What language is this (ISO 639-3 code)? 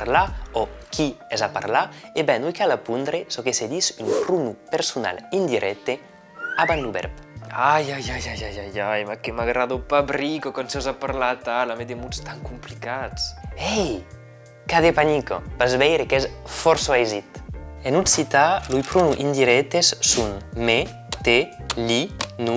oci